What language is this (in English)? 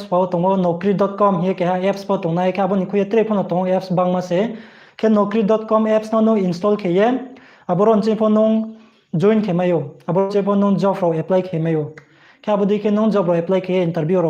Riang (India)